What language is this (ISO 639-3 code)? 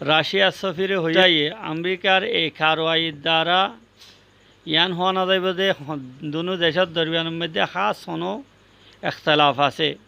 rhg